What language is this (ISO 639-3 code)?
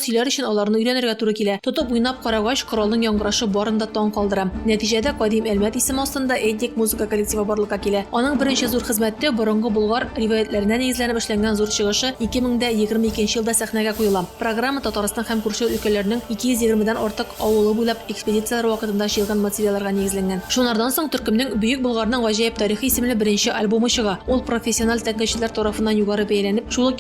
tat